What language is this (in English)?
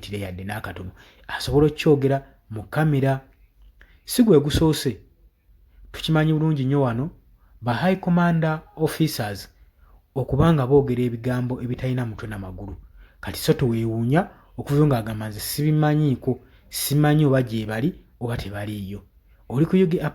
Ganda